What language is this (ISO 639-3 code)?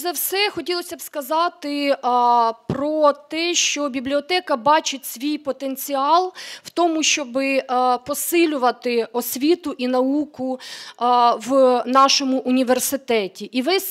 ukr